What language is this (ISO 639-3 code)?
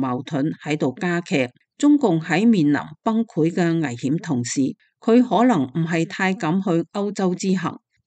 yue